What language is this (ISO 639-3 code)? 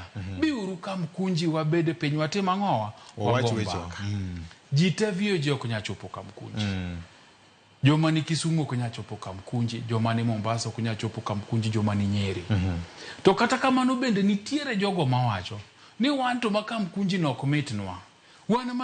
luo